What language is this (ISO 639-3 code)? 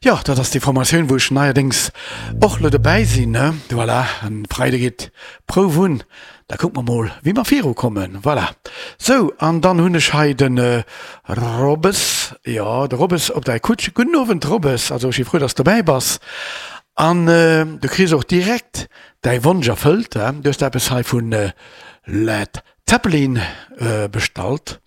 ltz